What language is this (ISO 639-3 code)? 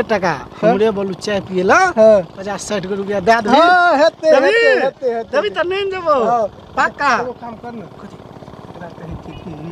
mai